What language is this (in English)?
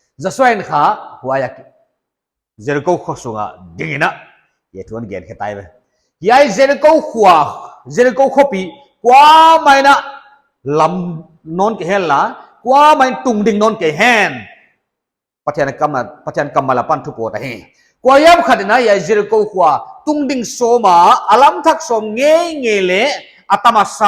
Paite Chin